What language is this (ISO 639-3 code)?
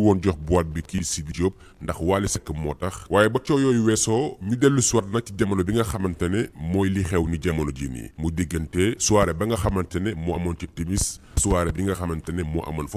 wol